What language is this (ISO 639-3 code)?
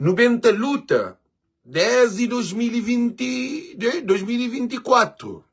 kea